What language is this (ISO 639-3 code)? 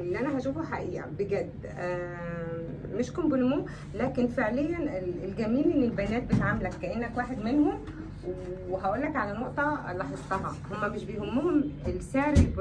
arz